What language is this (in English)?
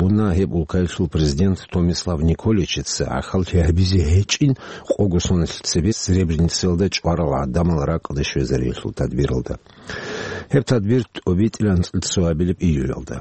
Avaric